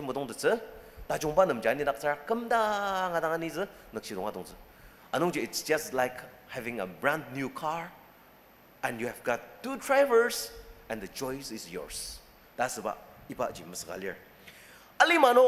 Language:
Ao Naga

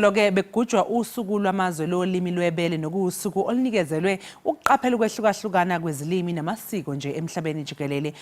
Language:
Zulu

